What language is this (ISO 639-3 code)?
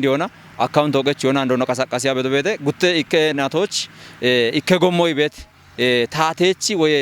kbr